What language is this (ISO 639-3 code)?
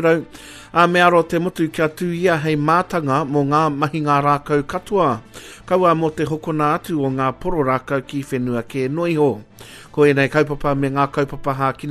mri